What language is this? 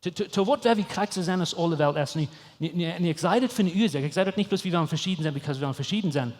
Plautdietsch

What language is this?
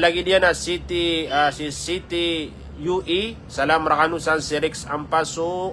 Maranao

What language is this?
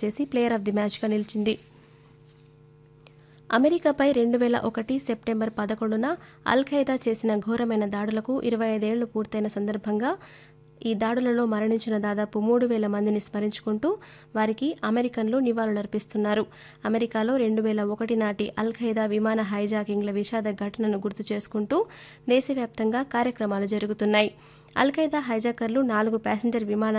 Telugu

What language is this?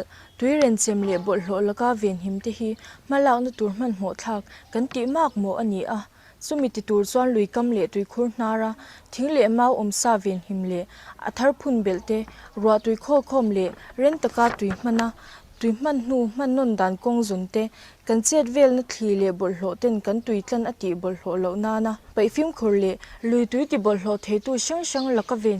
Mizo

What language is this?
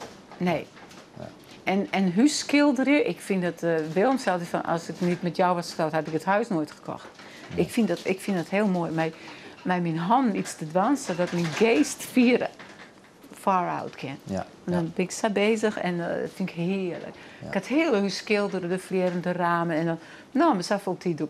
Western Frisian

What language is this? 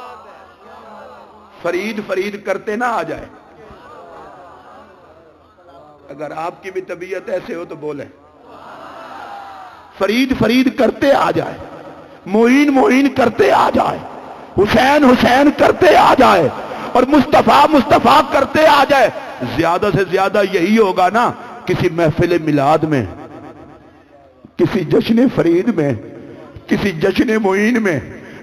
Urdu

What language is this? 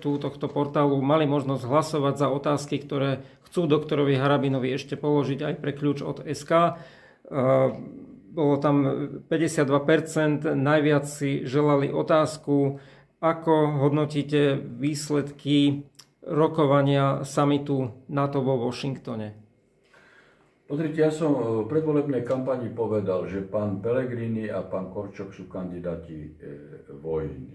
Slovak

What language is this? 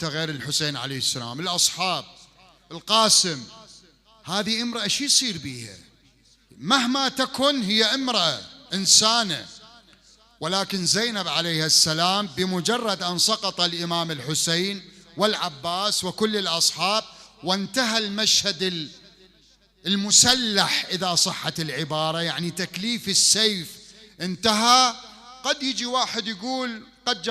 Mesopotamian Arabic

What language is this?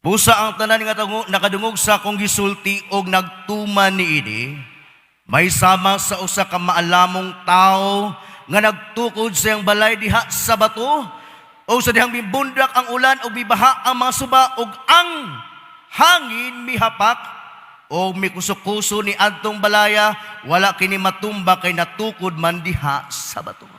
Cebuano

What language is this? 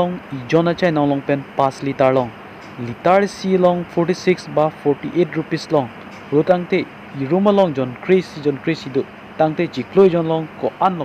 Karbi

